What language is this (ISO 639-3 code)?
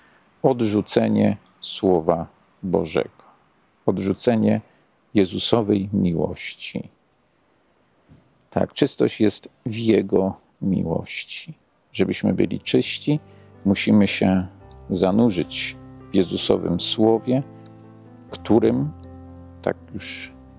pol